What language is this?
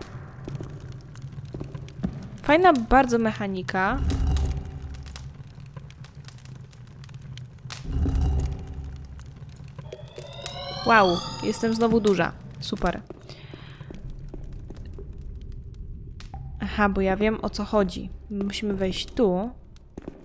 Polish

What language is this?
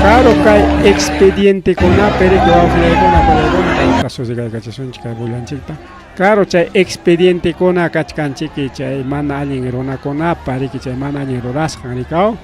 Ayacucho Quechua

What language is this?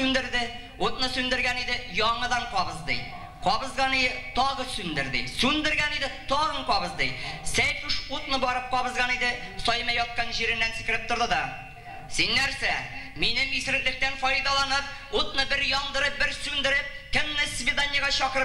Bashkir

